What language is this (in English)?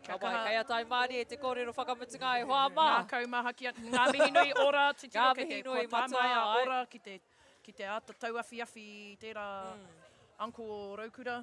Māori